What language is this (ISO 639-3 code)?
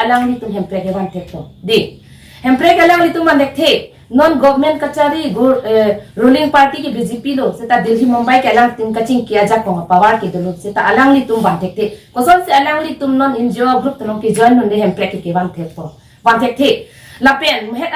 mjw